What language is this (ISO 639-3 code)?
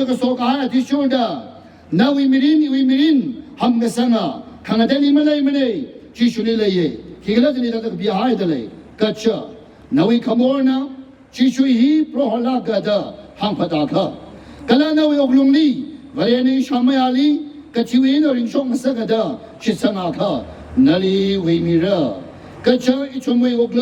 nmf